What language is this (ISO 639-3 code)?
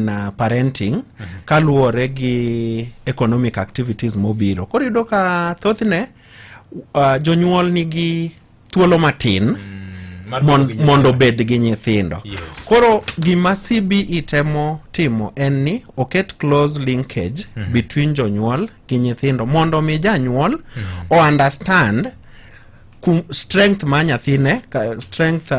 luo